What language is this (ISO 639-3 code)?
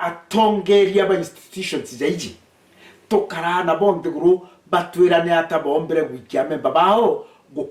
mer